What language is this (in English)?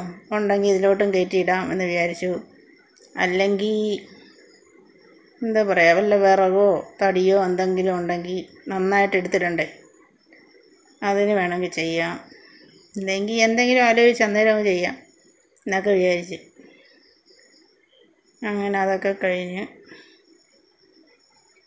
Malayalam